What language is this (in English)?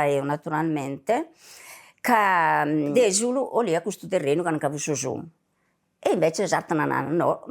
Sardinian